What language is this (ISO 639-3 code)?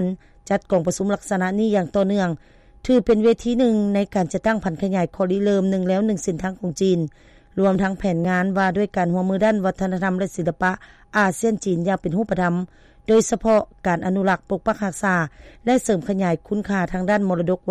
lao